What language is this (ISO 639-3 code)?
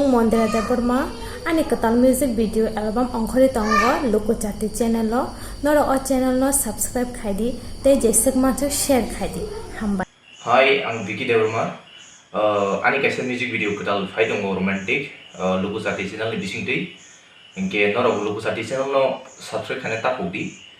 trp